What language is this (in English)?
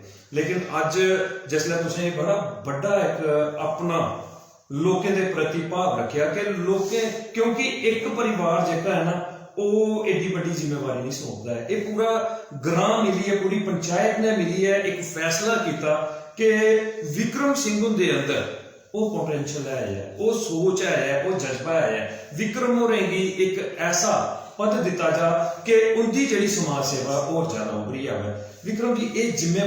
Dogri